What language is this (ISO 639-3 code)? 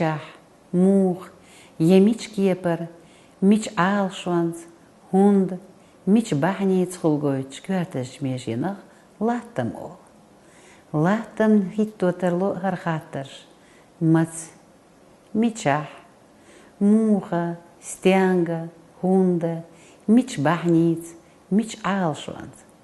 che